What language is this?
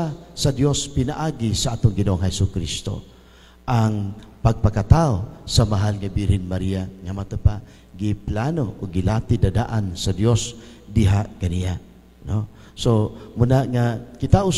Cebuano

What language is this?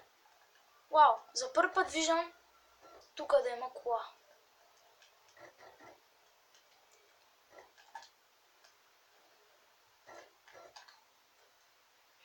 Bulgarian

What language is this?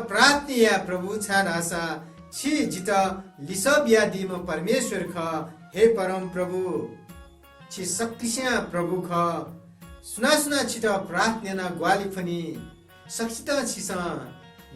Newari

